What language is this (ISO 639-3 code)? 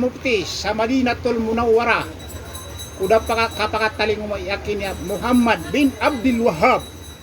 mrw